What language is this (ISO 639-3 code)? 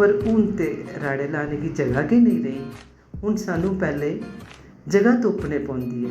doi